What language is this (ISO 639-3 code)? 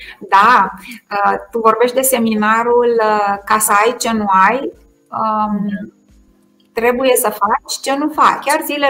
ron